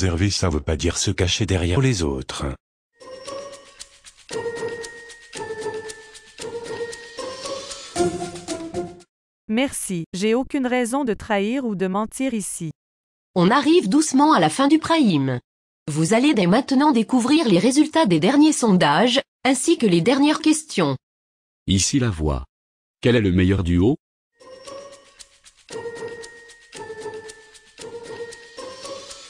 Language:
French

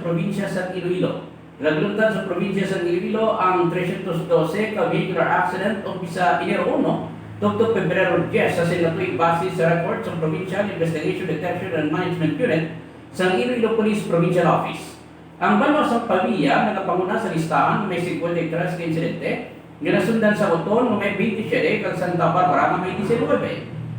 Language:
Hiligaynon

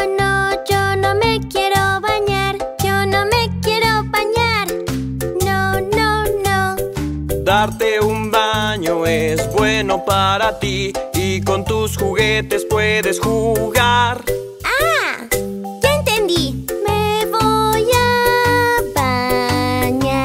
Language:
Spanish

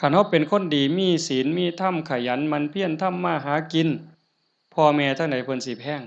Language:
Northeastern Thai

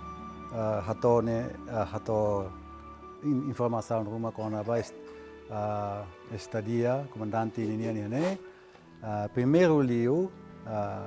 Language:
Tetum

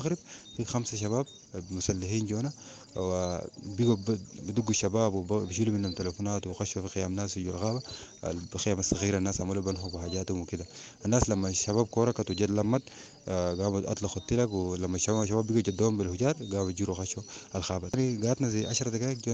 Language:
Sudanese Arabic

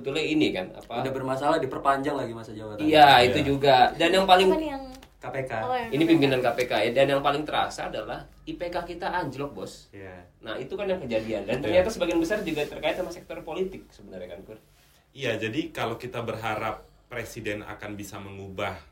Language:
Indonesian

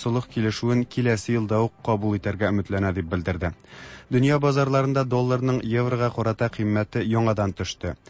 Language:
Tatar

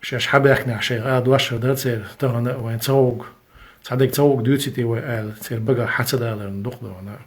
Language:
Chechen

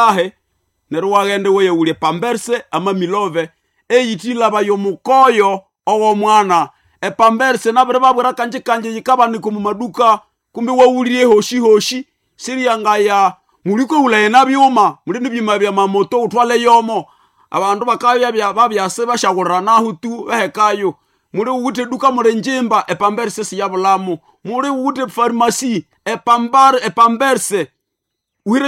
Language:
Nande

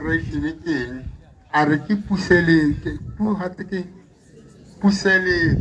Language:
Tswana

